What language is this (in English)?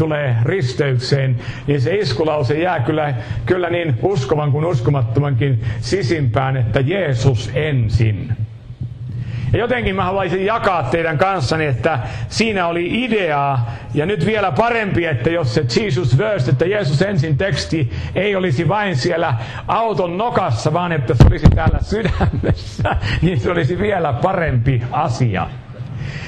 Finnish